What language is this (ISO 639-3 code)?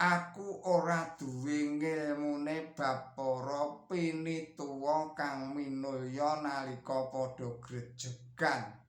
jav